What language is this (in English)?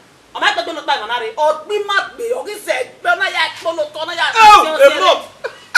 Bini